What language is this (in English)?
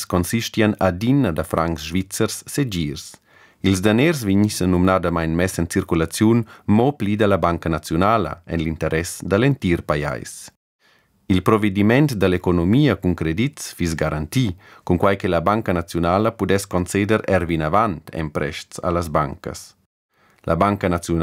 Romansh